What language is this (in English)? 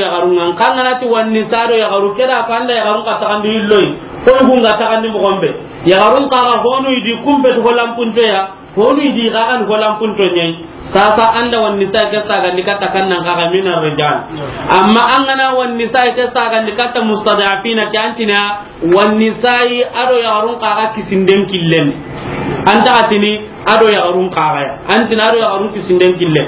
Soninke